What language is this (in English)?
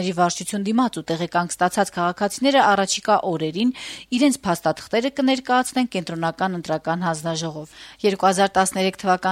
Armenian